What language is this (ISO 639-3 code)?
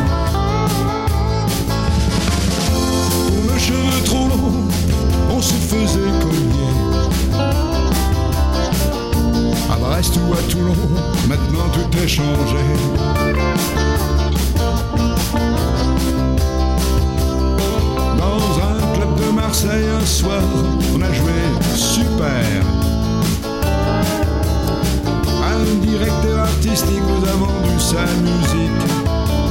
fra